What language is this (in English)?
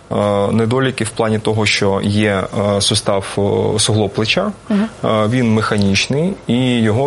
Ukrainian